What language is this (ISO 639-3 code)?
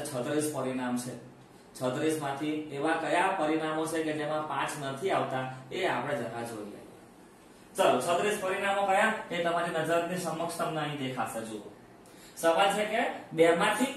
guj